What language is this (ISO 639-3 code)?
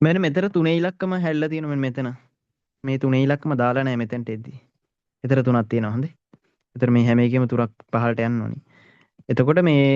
sin